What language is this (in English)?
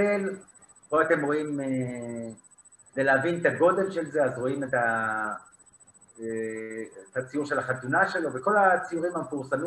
Hebrew